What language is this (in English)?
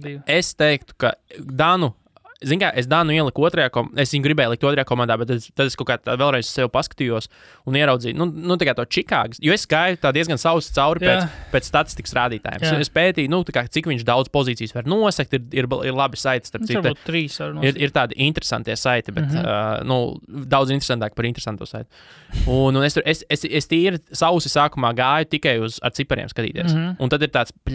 Latvian